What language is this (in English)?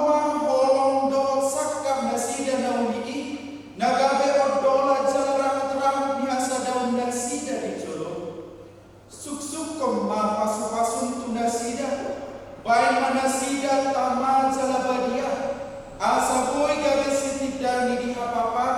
Batak Toba